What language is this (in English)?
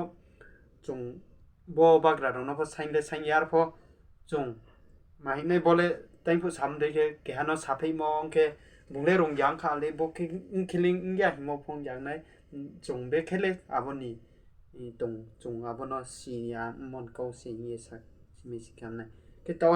Riang (India)